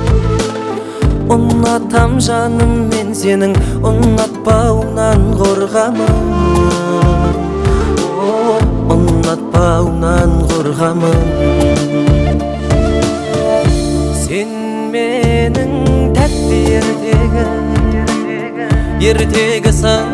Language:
Kazakh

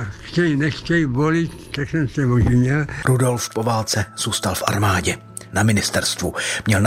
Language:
Czech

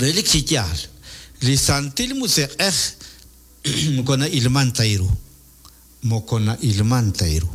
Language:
Kekchí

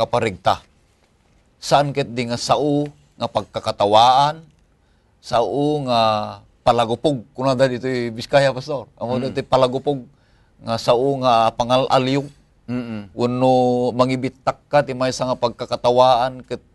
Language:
Iloko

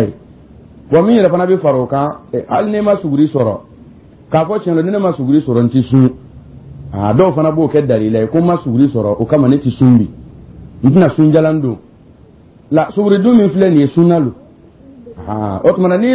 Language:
Dyula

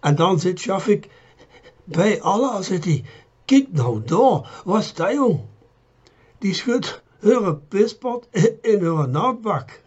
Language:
Limburgish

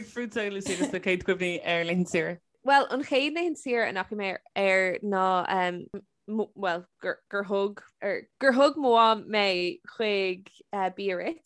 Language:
Irish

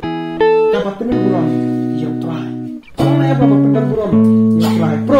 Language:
Khasi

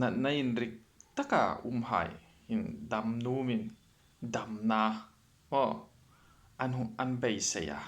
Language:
Hmar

